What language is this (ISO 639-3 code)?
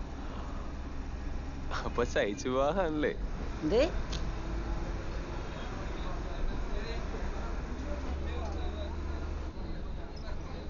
mal